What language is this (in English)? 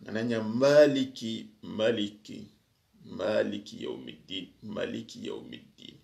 Soninke